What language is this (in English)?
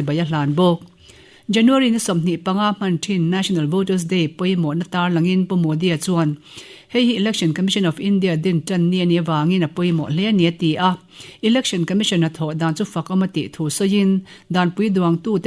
Mizo